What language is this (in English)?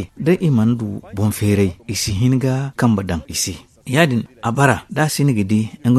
Zarma